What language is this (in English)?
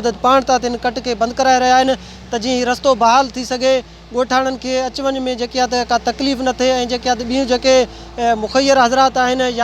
Sindhi